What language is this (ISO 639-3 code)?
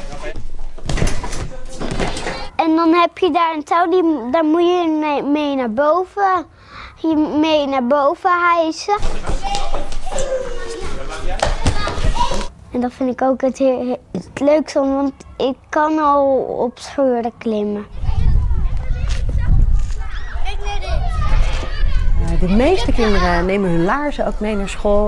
nld